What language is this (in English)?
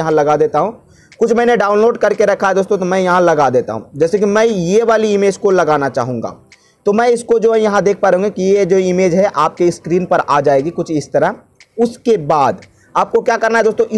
Hindi